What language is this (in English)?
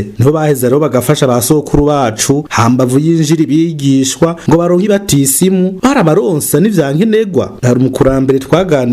Rundi